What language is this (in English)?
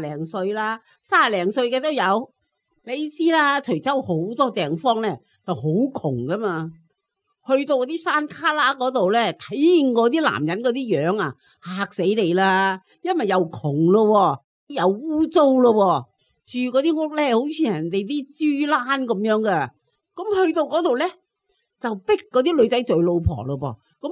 Cantonese